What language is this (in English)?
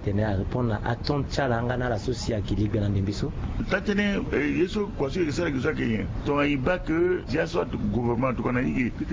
Sango